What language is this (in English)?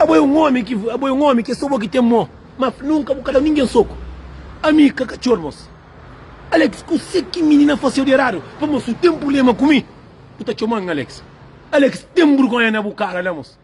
Kabuverdianu